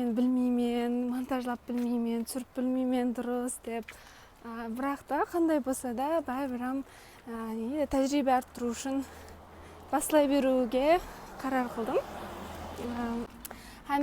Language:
Kara-Kalpak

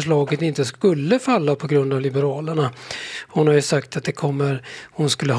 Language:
Swedish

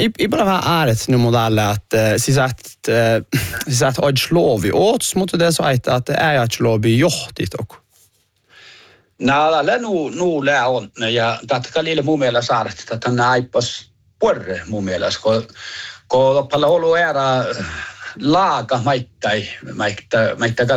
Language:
Northern Sami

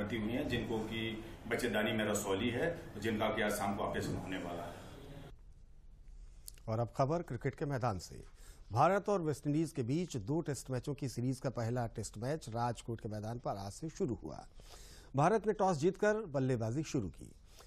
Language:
Hindi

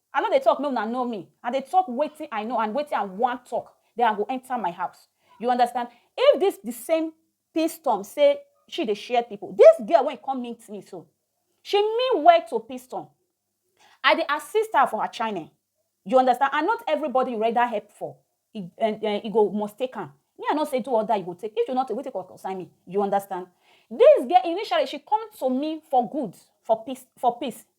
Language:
Nigerian Pidgin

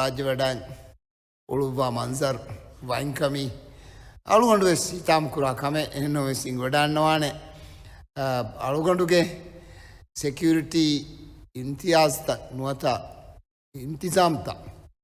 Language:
Divehi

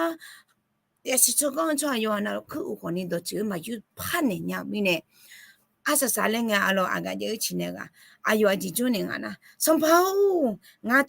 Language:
Akha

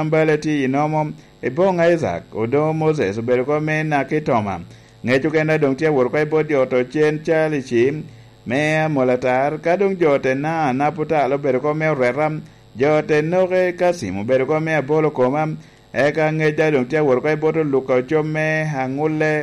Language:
Lango (Uganda)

